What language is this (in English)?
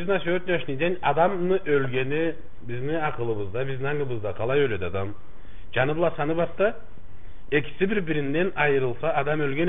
Karachay-Balkar